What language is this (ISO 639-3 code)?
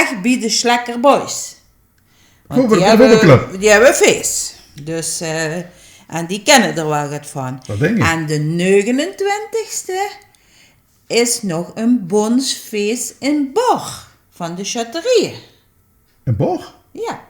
lim